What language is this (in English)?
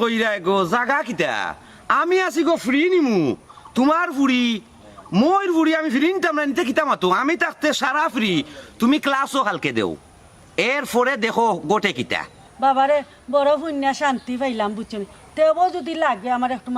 Sylheti